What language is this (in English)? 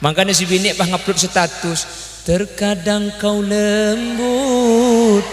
Madurese